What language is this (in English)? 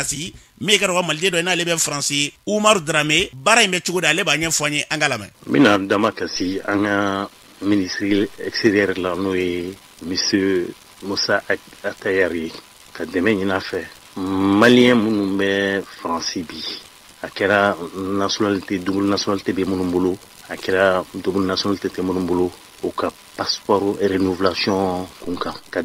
Bambara